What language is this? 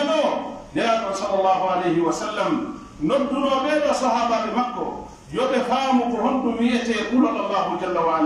Pular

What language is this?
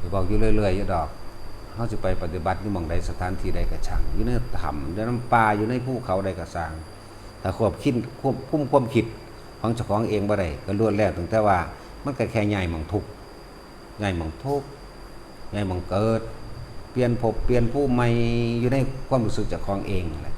Lao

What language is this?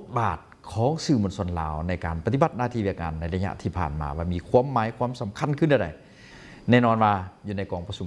Lao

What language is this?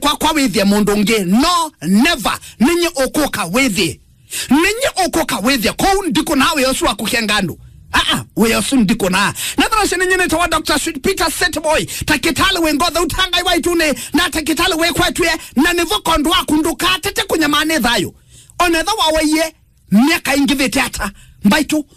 Kamba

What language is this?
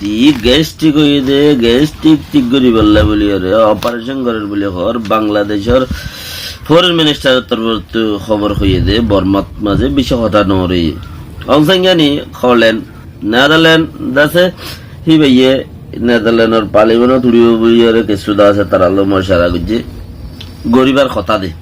Rohingya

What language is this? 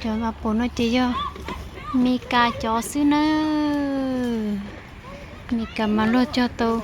Hmong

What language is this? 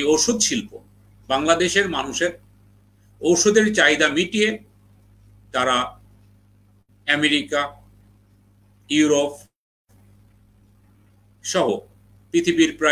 Bangla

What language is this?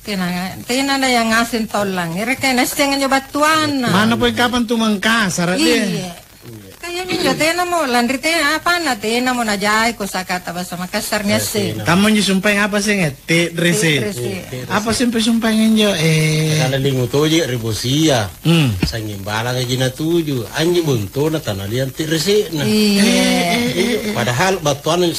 Makasar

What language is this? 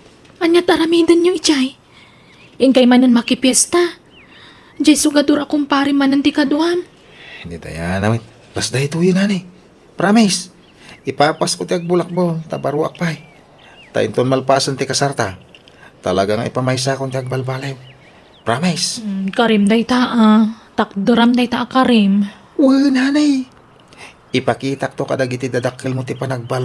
Iloko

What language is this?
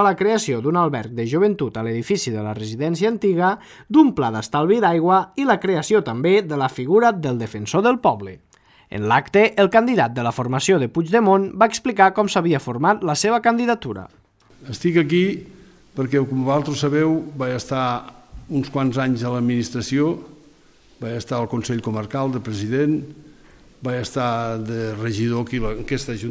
Catalan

